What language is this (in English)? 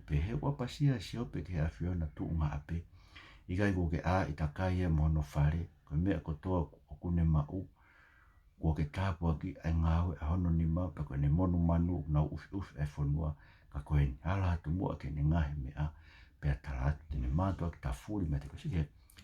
Tongan